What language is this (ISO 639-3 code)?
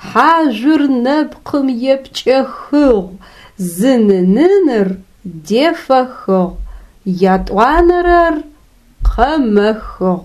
ady